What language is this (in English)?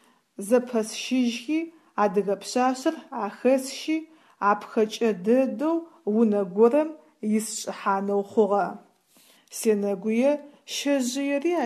Adyghe